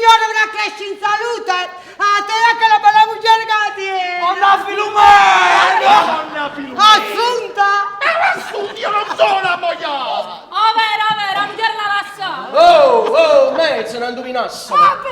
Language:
Neapolitan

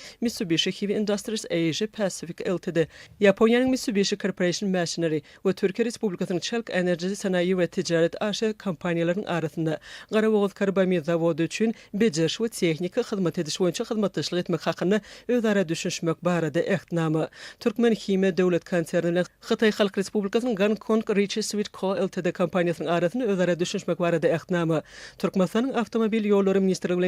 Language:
Turkmen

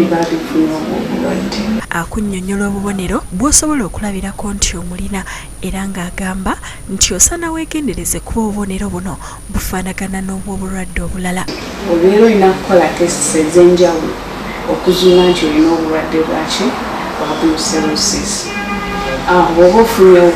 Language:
Ganda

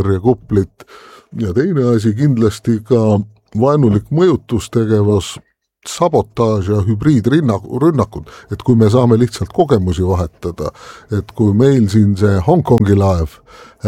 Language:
Estonian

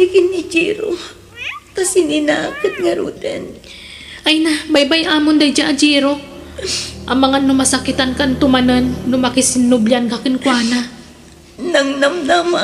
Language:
Iloko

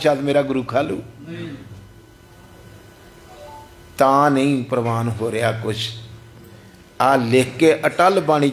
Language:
Punjabi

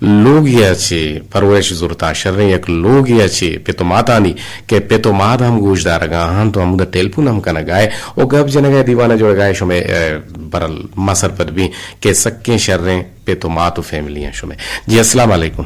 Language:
Eastern Balochi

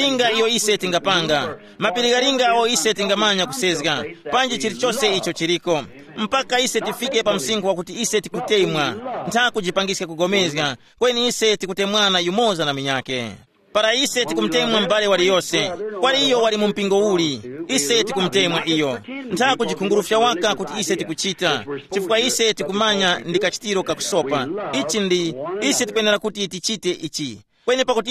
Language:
Tumbuka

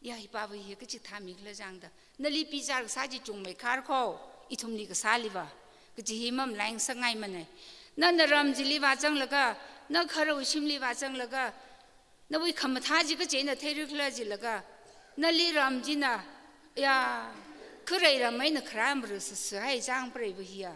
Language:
Tangkhul Naga (India)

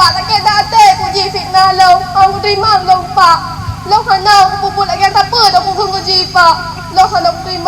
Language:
Achinese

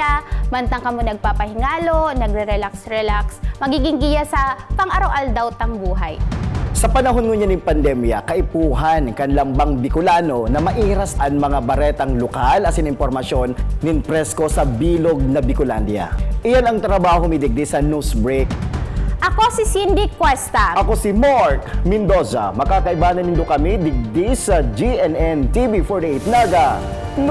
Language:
Bikol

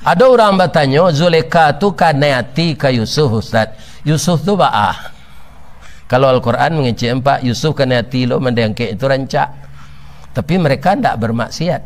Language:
Minangkabau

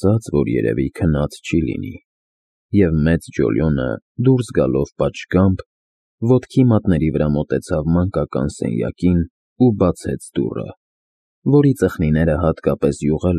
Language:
Armenian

